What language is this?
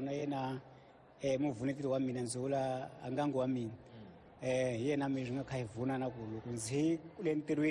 Tsonga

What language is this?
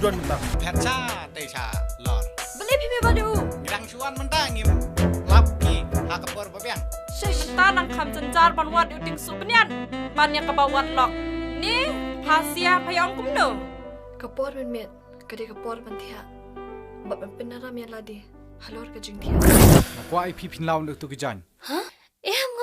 Khasi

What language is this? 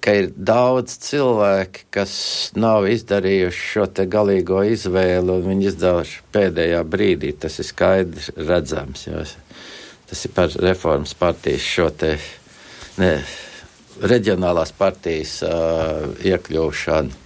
Latvian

